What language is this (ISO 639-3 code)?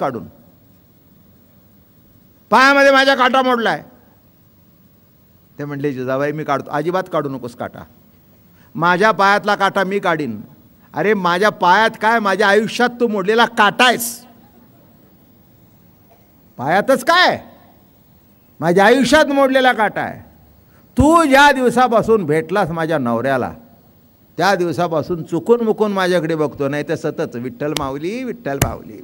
mar